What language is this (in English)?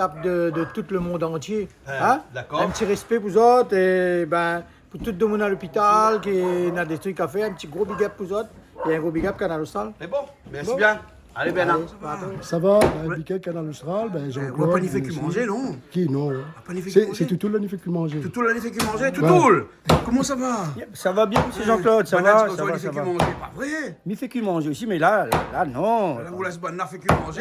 Réunion Creole French